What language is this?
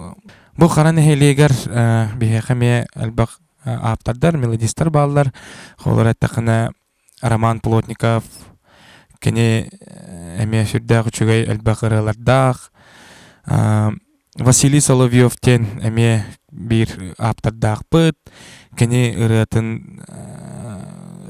Yakut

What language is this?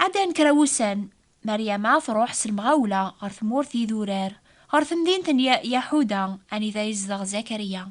Kabyle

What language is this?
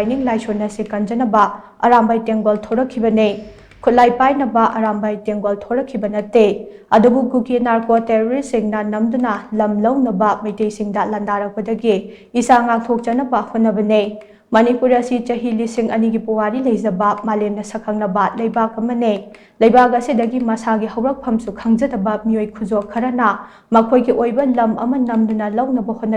Manipuri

